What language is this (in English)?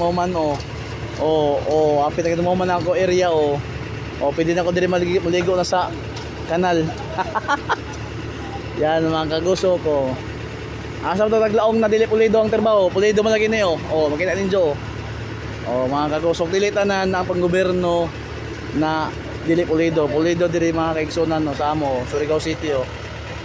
Cebuano